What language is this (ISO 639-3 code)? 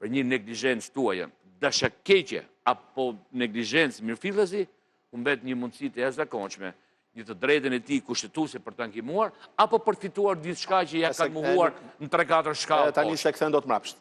sqi